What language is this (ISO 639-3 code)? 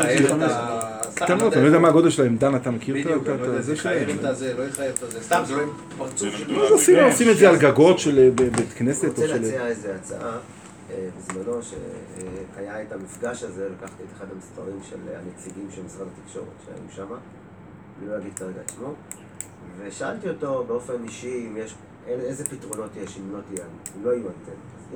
heb